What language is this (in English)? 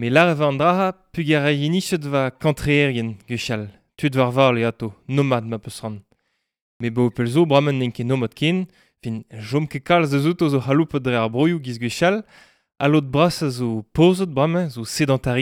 Breton